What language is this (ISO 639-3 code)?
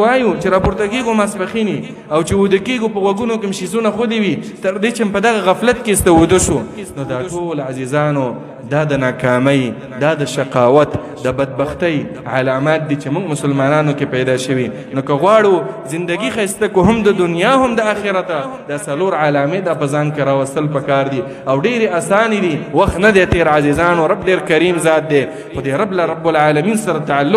pus